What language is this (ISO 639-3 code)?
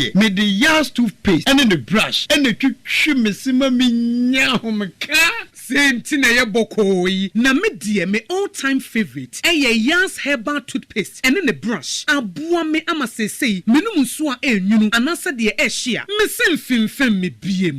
aka